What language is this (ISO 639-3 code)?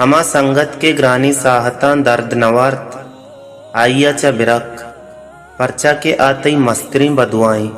bal